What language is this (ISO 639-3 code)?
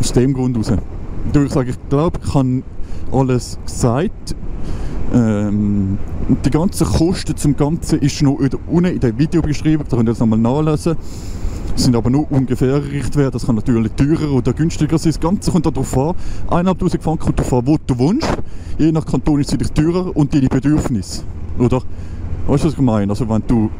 gsw